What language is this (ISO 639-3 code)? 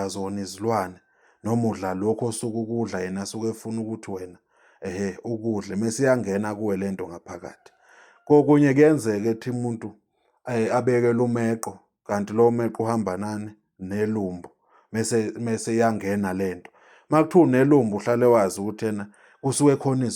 zul